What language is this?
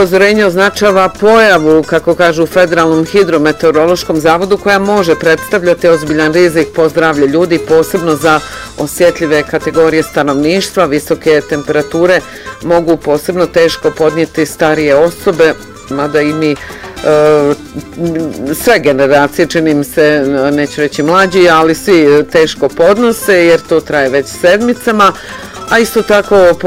Bosnian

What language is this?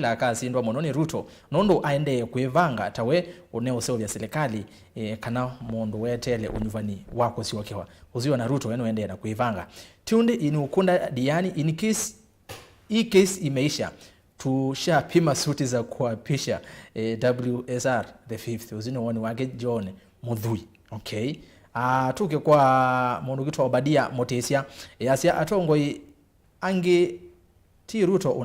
Kamba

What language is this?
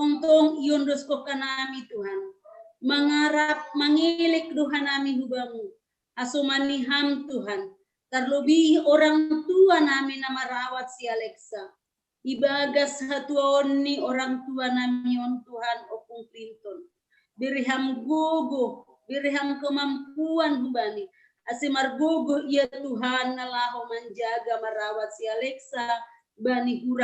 Batak Simalungun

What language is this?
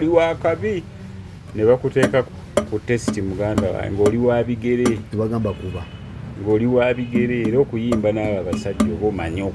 Ganda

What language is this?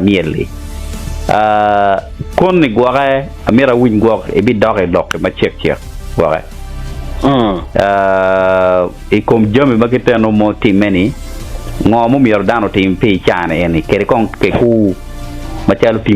Acoli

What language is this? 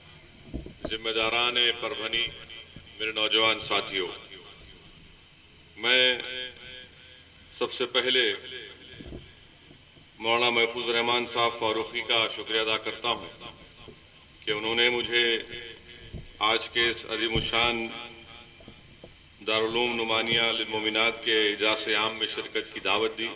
Urdu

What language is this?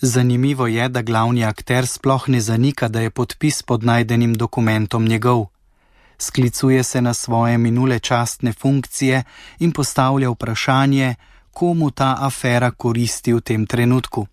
Slovenian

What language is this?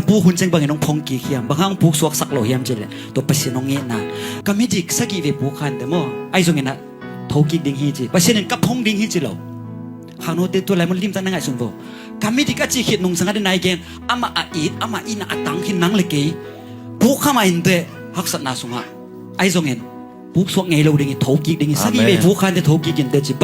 Tedim Chin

